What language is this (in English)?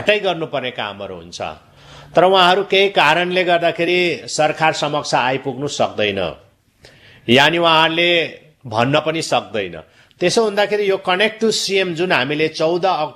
Nepali